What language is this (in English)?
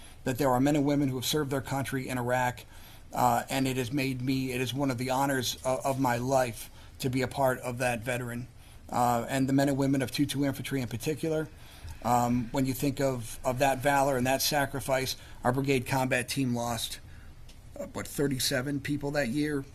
English